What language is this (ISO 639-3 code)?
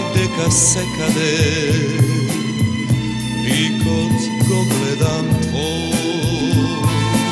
mkd